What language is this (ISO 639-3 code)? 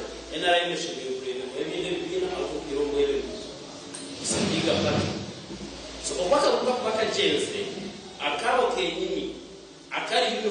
nyn